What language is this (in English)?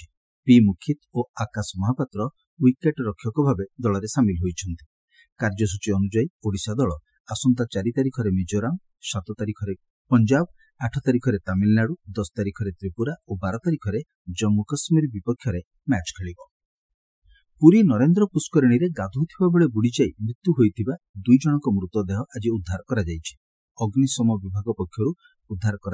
Odia